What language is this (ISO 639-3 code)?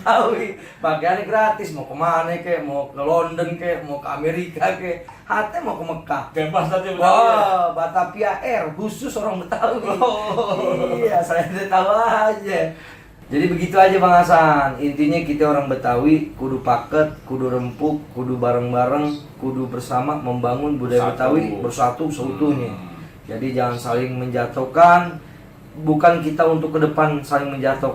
bew